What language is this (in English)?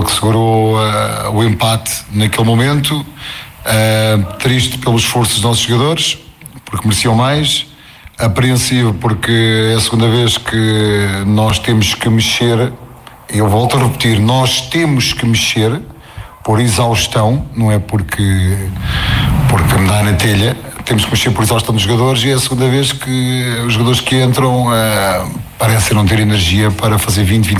Portuguese